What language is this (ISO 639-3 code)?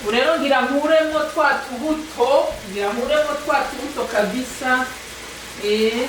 run